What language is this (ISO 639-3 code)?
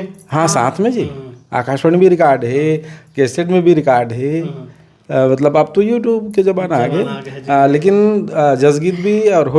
hne